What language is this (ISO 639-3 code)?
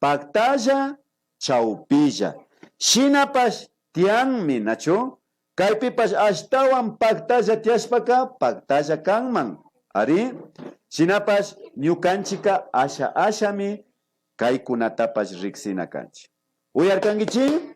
qvi